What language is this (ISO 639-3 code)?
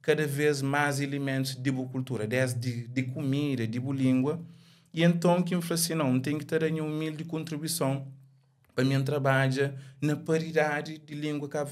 kea